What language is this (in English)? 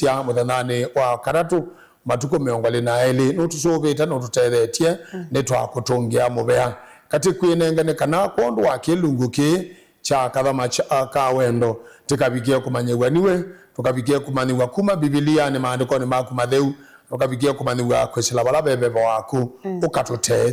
Kamba